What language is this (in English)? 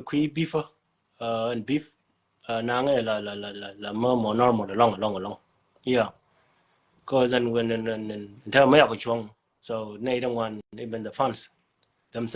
Nuer